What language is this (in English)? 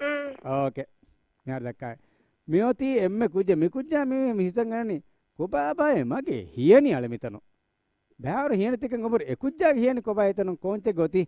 Divehi